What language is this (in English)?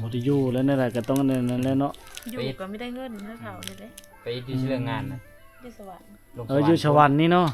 Lao